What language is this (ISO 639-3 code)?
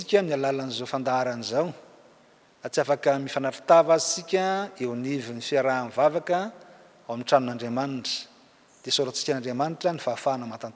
mlg